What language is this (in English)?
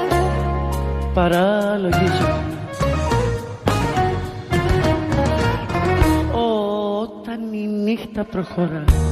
Greek